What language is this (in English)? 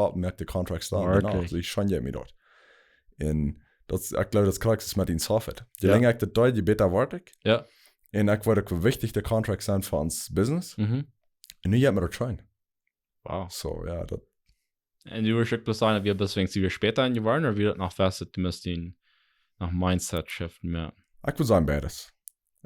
Plautdietsch